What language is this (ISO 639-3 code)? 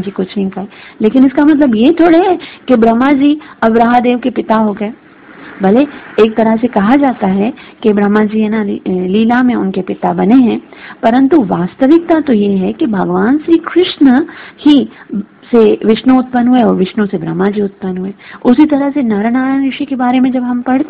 hin